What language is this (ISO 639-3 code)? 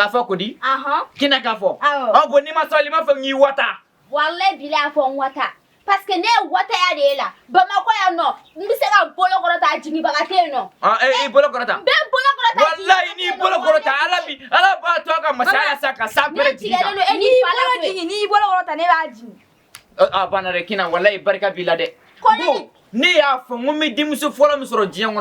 bam